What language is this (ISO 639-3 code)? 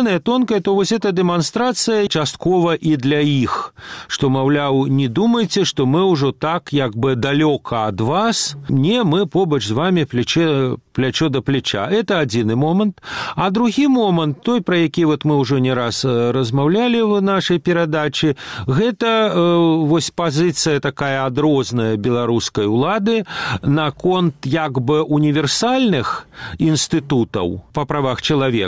bel